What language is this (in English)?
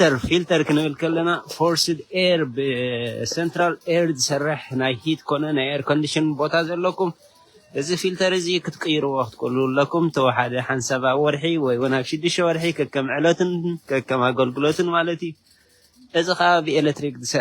Tigrinya